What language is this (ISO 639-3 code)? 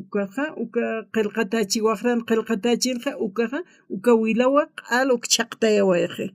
aym